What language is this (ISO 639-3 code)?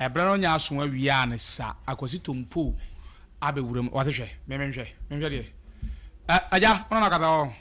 aka